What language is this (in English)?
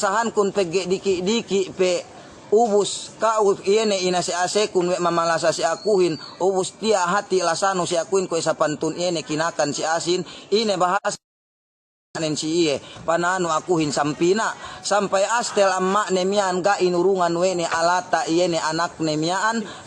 Yakan